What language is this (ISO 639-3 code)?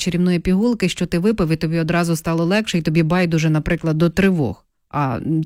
ukr